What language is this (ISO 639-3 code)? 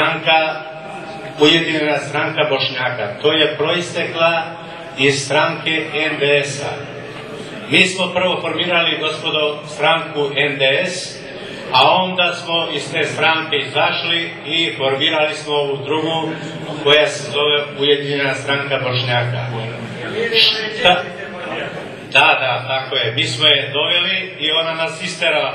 srp